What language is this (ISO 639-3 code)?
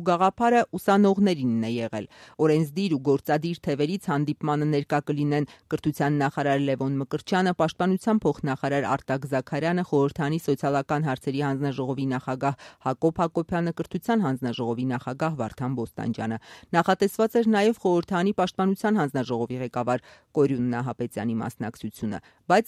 hye